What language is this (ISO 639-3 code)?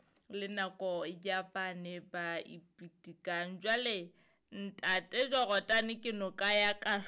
sot